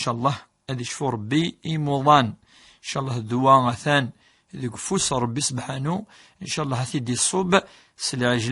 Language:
Kabyle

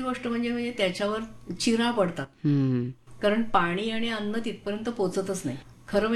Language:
Marathi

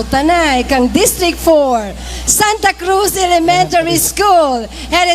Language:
Bikol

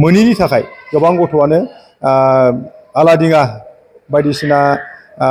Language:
Bodo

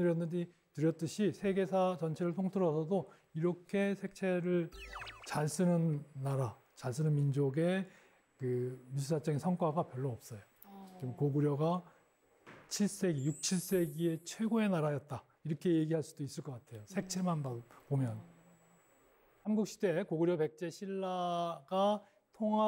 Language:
Korean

